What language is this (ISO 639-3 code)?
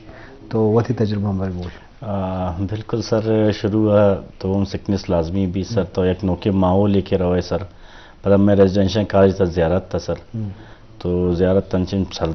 bgp